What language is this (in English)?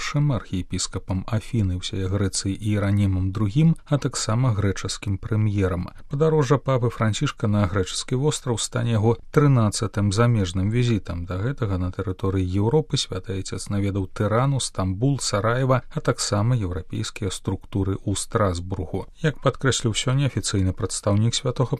Belarusian